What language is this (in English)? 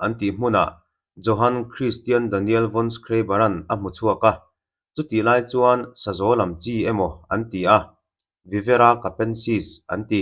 Mizo